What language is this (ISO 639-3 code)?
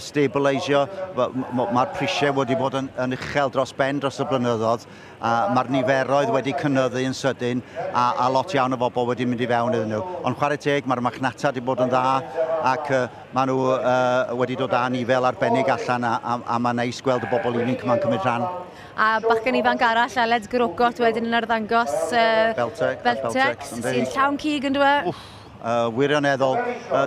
cym